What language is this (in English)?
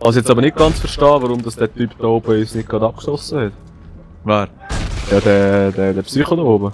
Swiss German